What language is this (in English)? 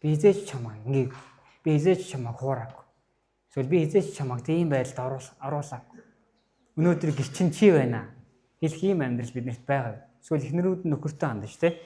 Mongolian